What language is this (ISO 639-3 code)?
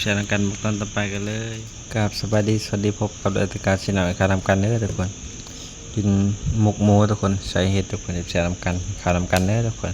tts